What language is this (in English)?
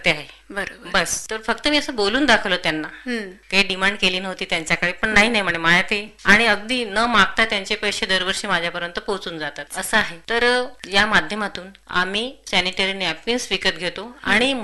Marathi